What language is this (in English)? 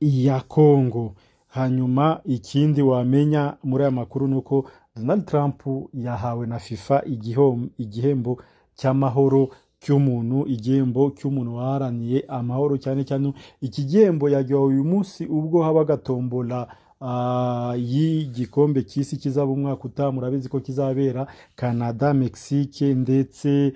Kinyarwanda